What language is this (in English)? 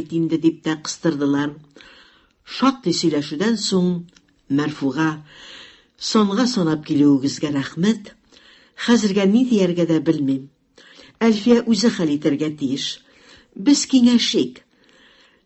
Tatar